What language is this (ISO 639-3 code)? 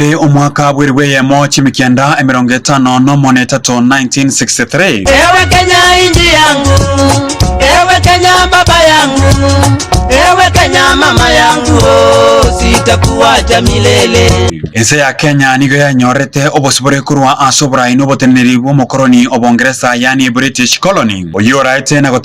guz